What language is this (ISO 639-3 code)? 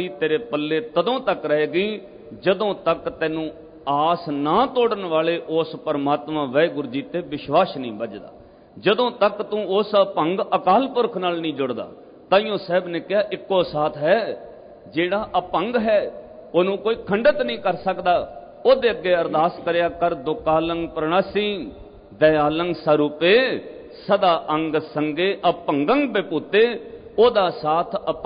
pan